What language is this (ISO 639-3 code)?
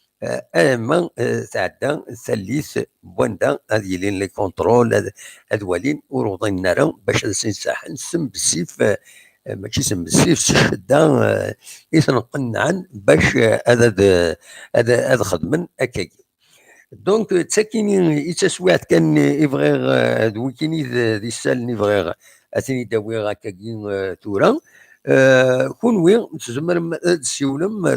kab